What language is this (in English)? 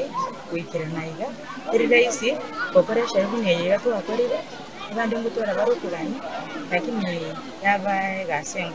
Gusii